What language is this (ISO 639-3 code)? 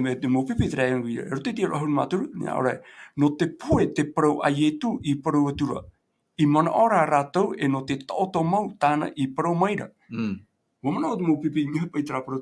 tah